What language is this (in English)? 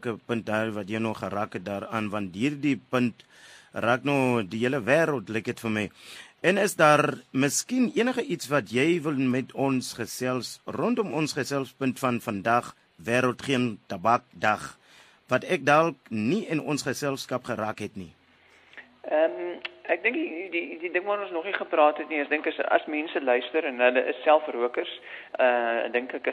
Afrikaans